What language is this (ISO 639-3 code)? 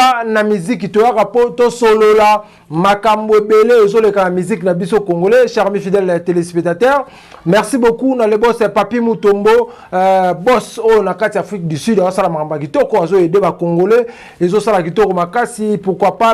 lin